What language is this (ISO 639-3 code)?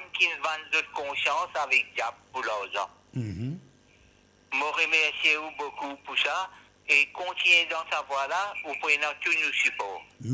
mfe